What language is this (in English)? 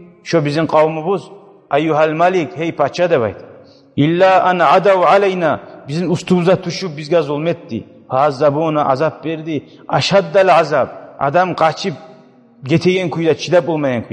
Kumyk